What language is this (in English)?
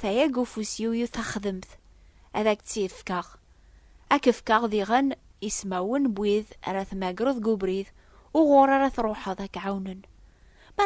Kabyle